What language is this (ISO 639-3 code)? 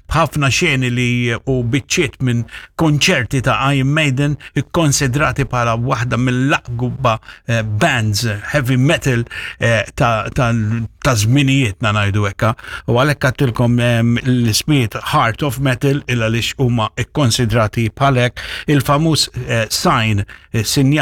mlt